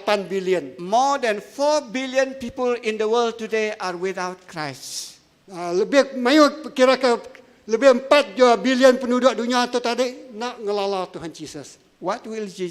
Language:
Iban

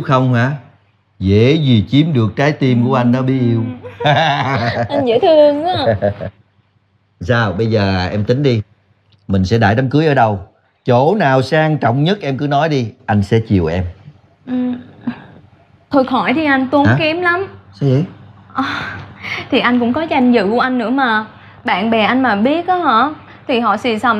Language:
Vietnamese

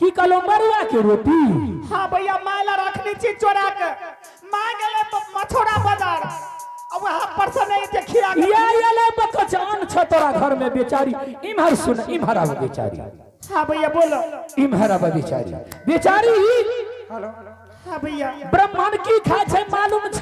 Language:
Angika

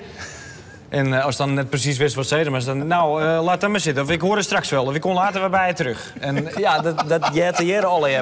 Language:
Western Frisian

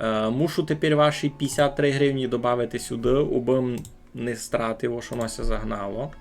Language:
Rusyn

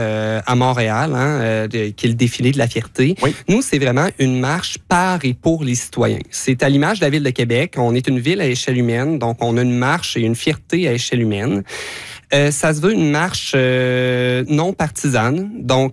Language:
French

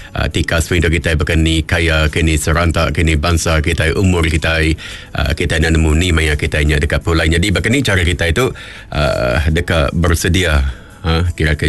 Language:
Iban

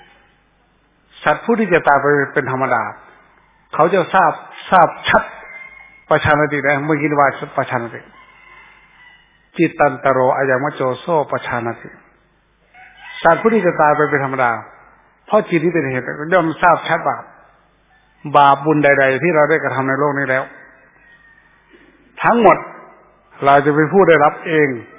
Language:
Thai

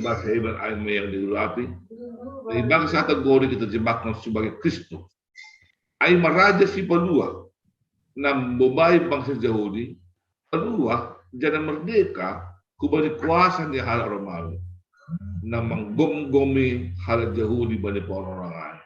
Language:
Batak Simalungun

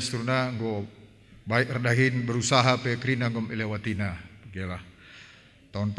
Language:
Batak Karo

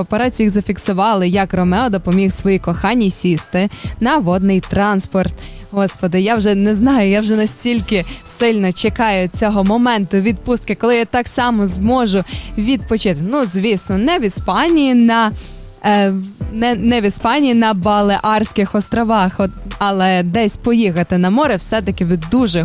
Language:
Ukrainian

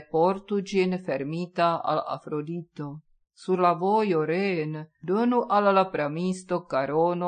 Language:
Esperanto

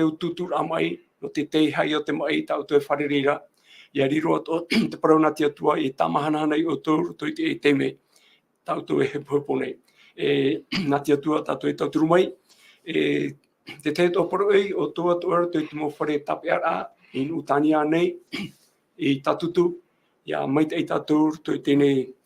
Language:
Tahitian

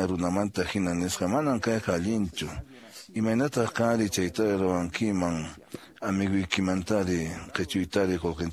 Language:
Quechua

